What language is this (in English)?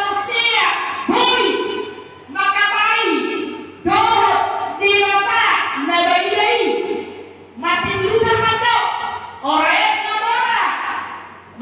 Batak Toba